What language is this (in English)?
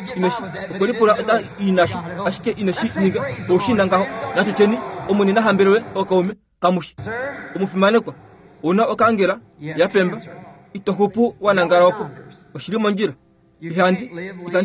Kuanyama